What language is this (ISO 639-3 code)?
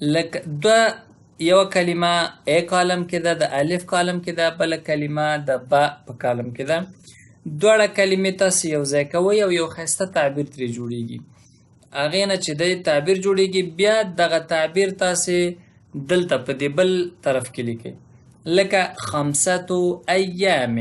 pus